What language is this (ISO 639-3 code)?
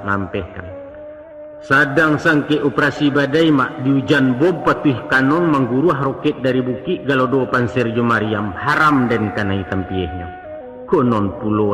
min